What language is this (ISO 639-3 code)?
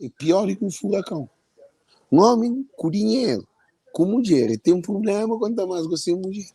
kea